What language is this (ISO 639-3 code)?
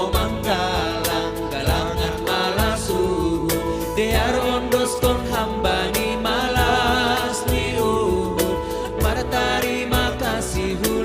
bts